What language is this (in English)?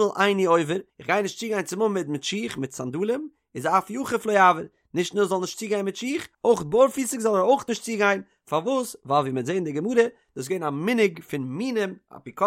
Yiddish